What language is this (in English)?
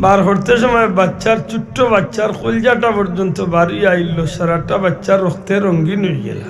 Sylheti